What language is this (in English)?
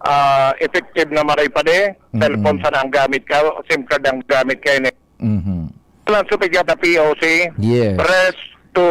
Bikol